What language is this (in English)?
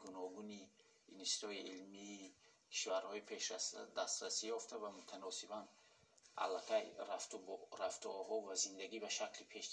Tajik